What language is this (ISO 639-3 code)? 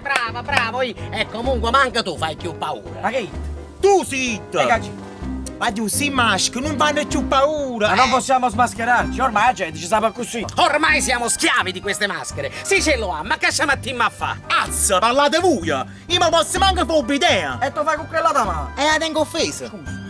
nap